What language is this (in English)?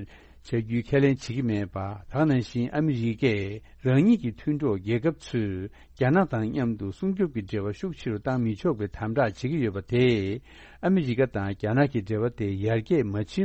Tibetan